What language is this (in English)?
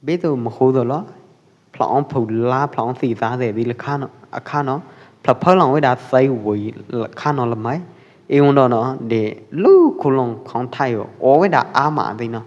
Pwo Eastern Karen